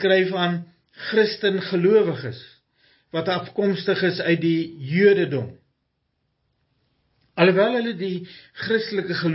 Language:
Afrikaans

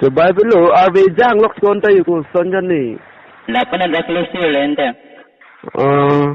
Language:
Karbi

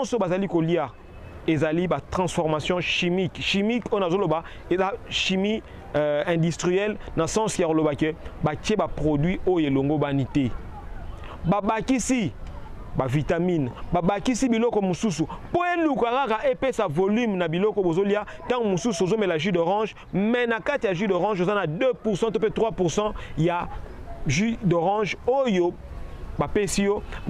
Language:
Lingala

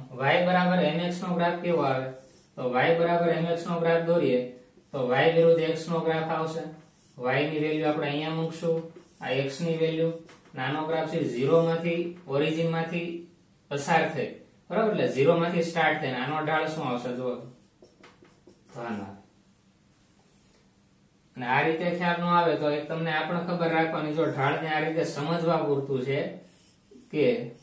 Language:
Gujarati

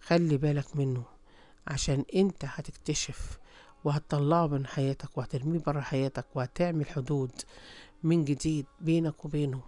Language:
Egyptian Arabic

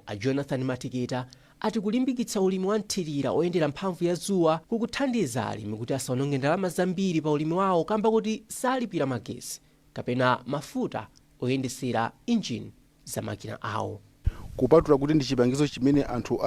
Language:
Nyanja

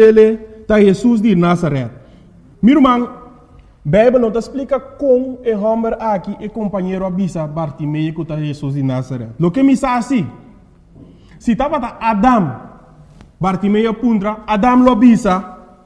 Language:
Papiamento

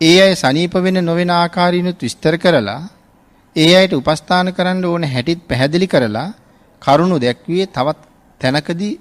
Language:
Sinhala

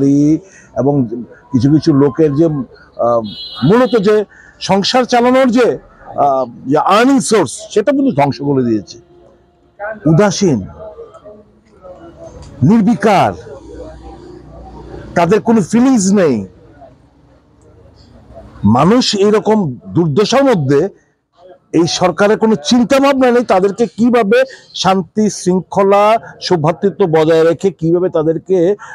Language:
Bangla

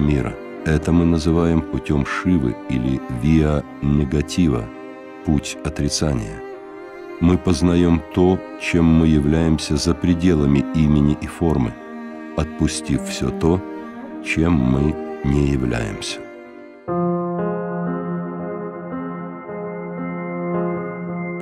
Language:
Russian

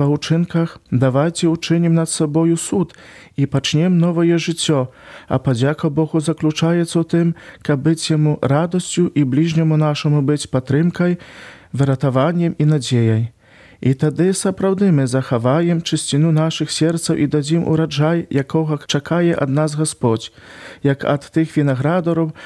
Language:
Belarusian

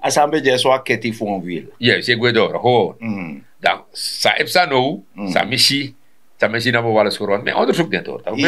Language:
Sranan Tongo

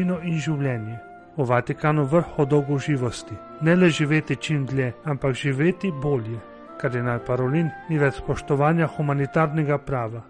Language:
Slovenian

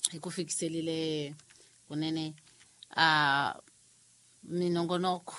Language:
Tsonga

